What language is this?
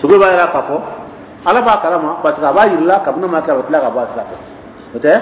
Dyula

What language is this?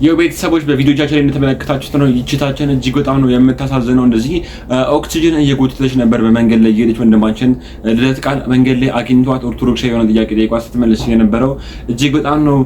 Amharic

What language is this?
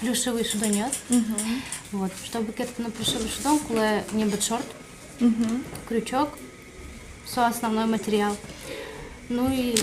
Udmurt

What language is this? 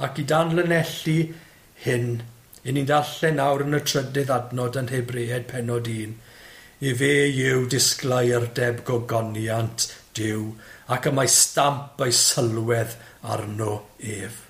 Welsh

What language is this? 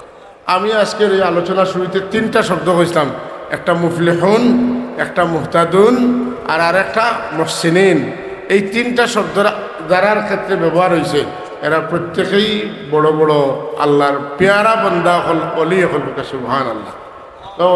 Sylheti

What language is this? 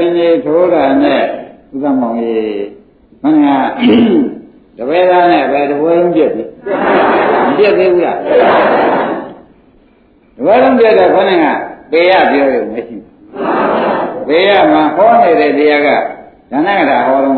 Burmese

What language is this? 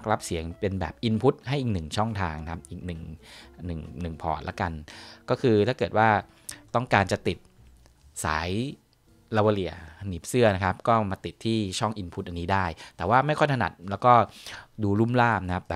Thai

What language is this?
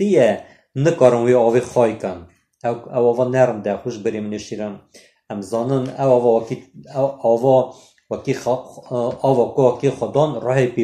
Kurdish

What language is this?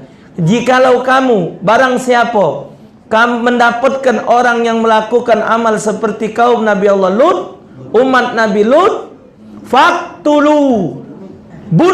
Musi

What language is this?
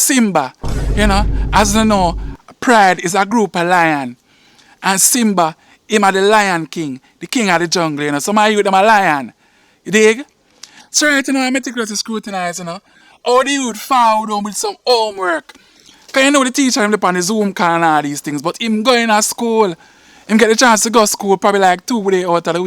Jamaican Creole English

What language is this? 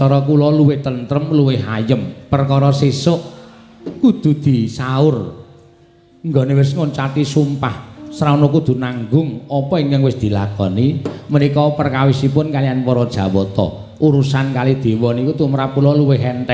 Javanese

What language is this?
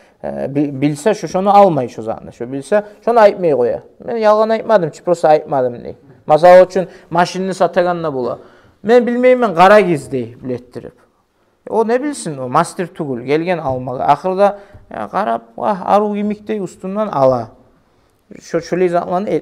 Kumyk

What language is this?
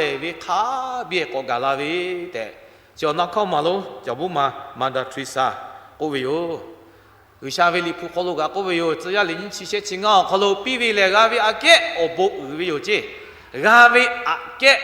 Lahu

